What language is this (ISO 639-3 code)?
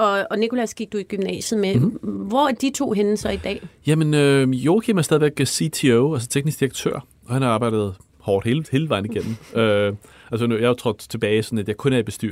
dan